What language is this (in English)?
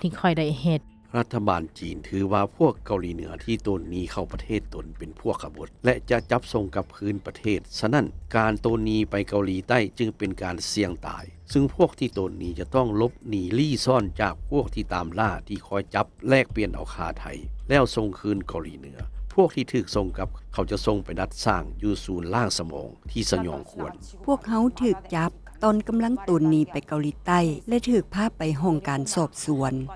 Lao